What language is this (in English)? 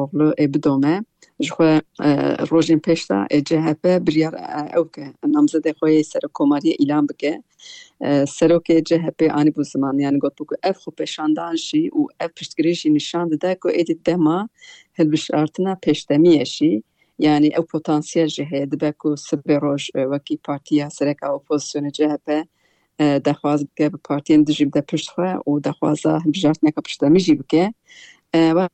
Kurdish